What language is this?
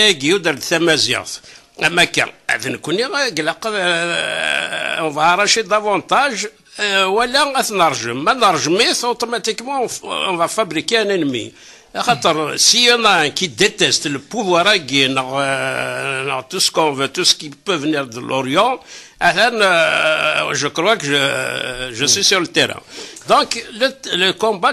Kabyle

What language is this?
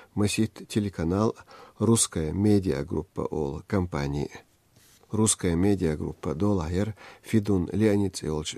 Chechen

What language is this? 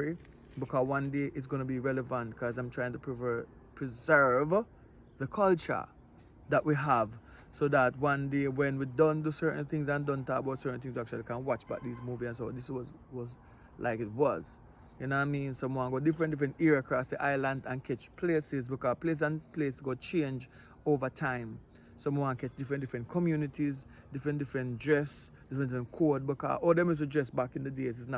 Jamaican Creole English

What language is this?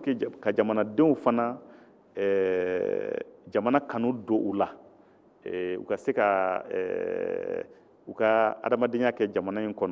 Bambara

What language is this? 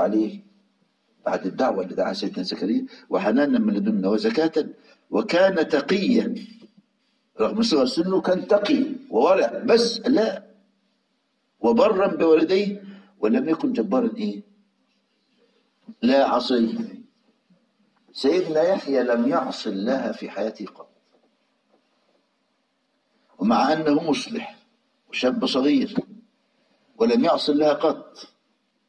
Egyptian Arabic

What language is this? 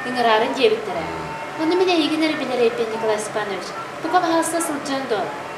Yakut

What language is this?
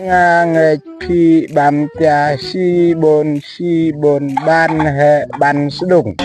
Khasi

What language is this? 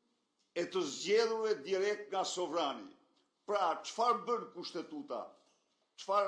Albanian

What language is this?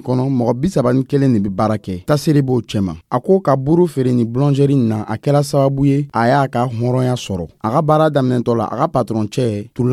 Dyula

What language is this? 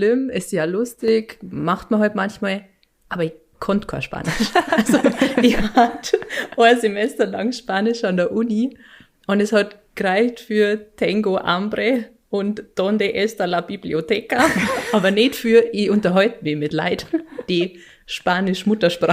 Bavarian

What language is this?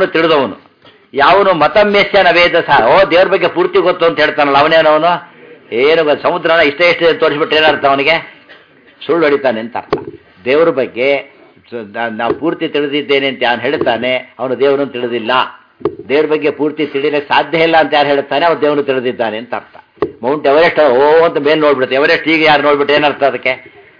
Kannada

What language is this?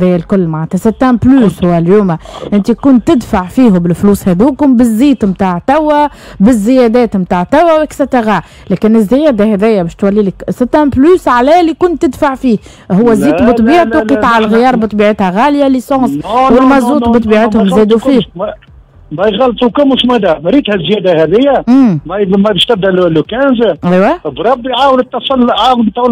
Tunisian Arabic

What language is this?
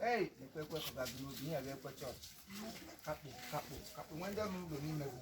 Igbo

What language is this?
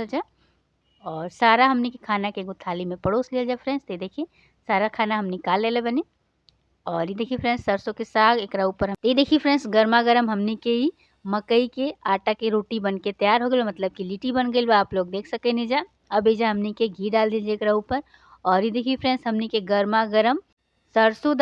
Bhojpuri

